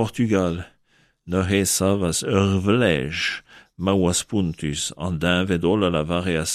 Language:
Breton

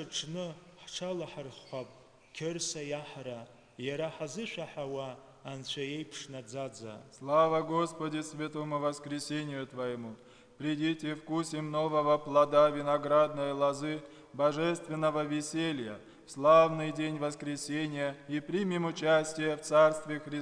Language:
Abkhazian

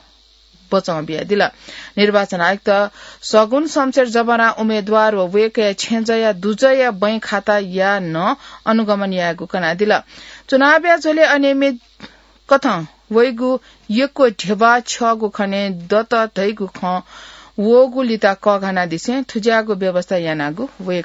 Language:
Newari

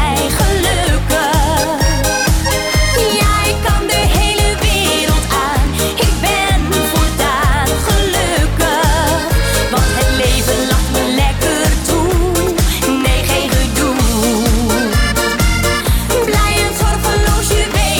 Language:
Dutch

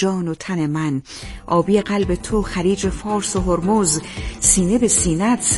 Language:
Persian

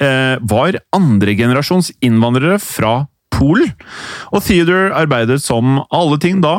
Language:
Norwegian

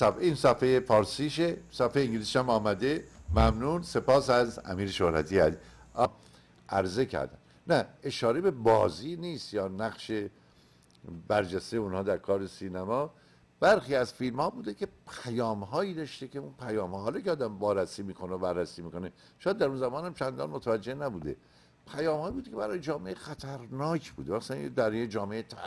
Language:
Persian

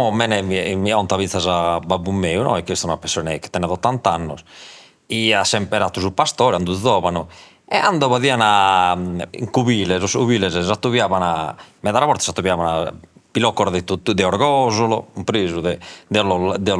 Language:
Sardinian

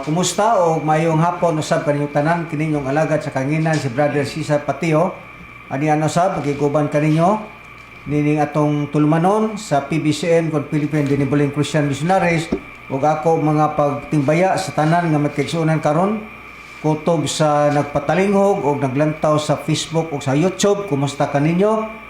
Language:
Cebuano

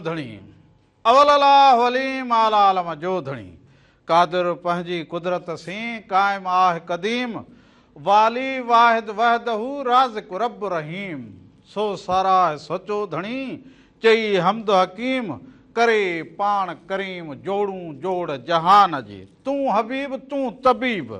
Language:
Sindhi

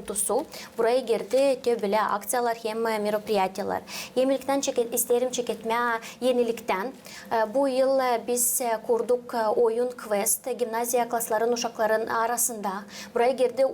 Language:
Gagauz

